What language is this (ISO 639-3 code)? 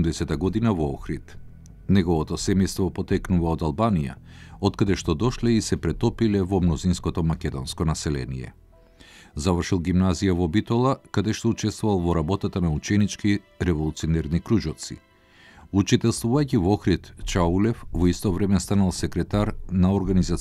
mkd